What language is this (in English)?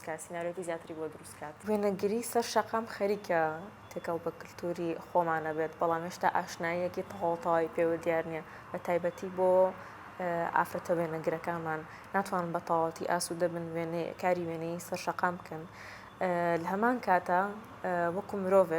Central Kurdish